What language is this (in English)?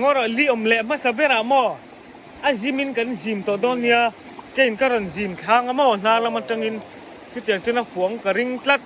Mizo